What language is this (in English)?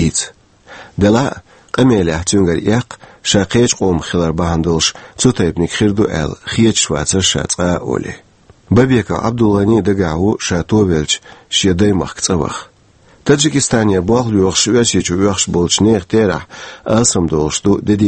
Chechen